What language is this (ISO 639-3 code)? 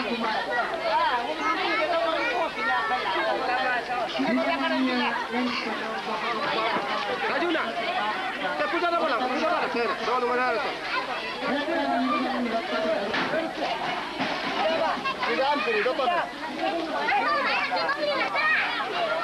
msa